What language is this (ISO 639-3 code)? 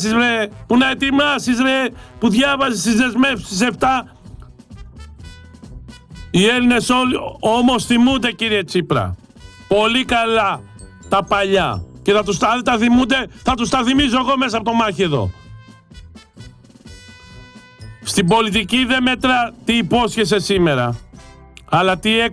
ell